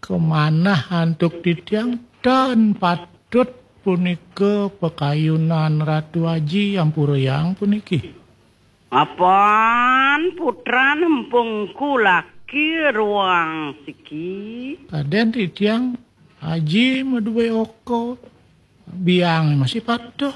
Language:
Balinese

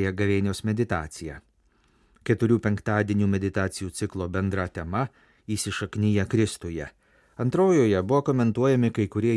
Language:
Lithuanian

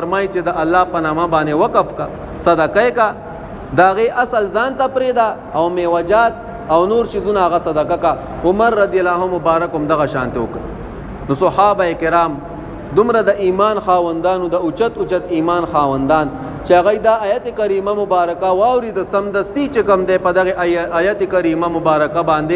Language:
Pashto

